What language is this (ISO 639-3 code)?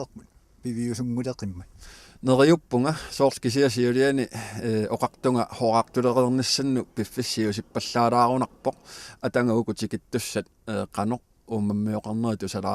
kal